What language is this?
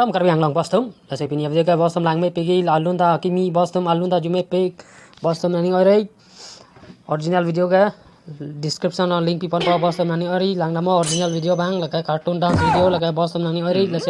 Karbi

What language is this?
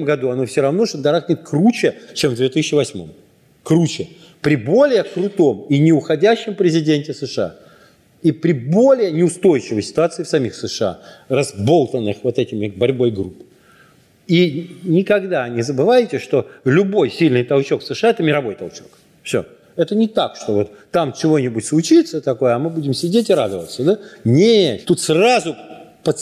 Russian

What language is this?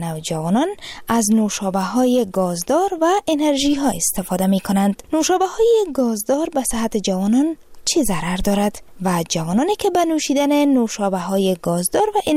Persian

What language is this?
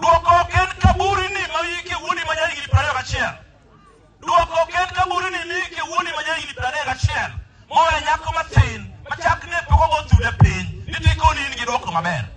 Luo (Kenya and Tanzania)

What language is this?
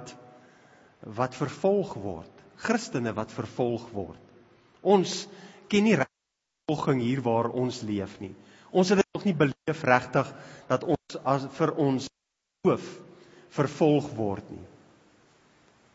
Afrikaans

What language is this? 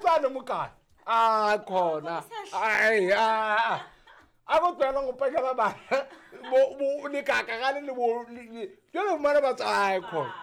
Southern Sotho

